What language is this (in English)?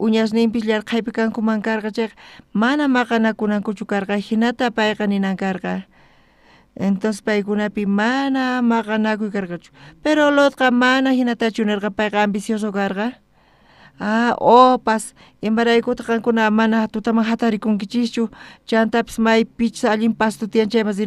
South Bolivian Quechua